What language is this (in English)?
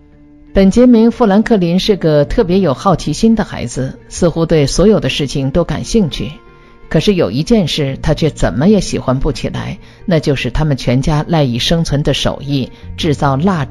Chinese